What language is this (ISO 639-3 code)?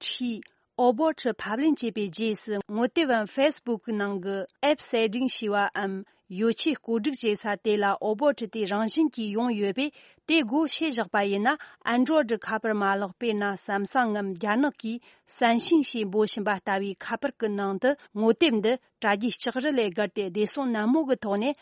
bod